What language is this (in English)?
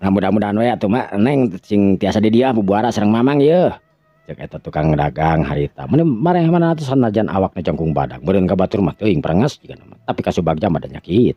Sundanese